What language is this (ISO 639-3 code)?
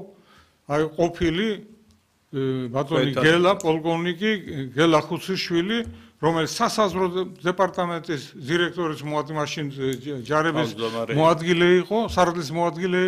kat